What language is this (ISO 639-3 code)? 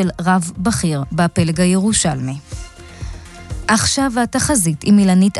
heb